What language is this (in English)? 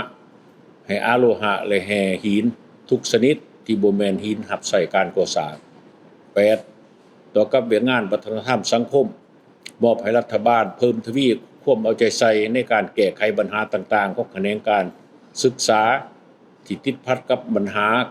Lao